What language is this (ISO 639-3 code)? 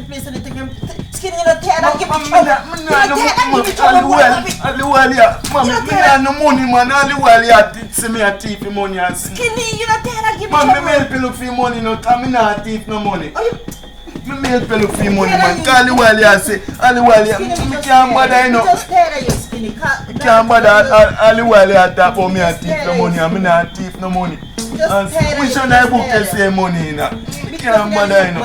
jam